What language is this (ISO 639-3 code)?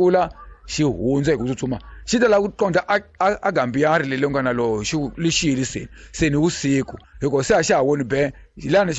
tso